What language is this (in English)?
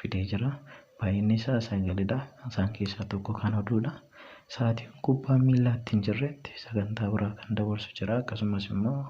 Oromo